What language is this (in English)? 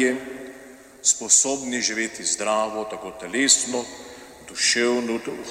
Slovenian